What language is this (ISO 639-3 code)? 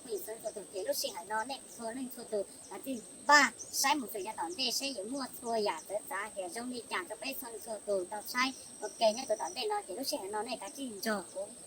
hmn